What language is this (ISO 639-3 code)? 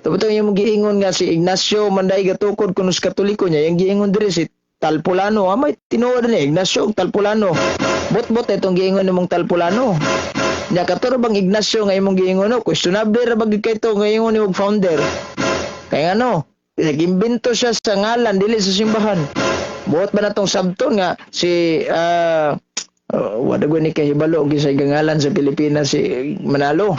ceb